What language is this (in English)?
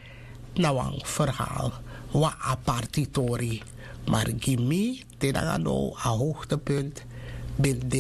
Sranan Tongo